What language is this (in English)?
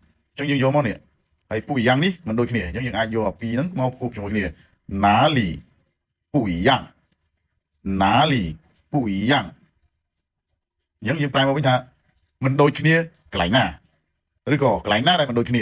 Khmer